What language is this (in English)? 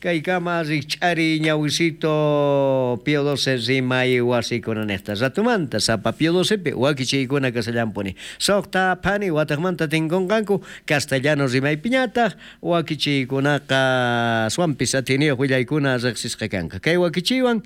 South Bolivian Quechua